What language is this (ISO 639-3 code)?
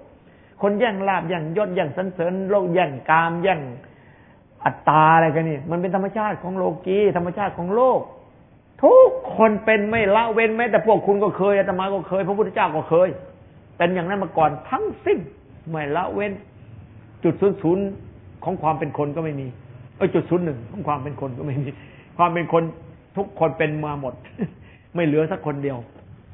tha